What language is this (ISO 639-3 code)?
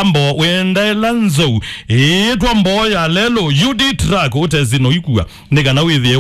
kam